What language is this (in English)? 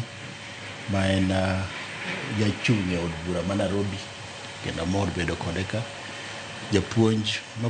Luo (Kenya and Tanzania)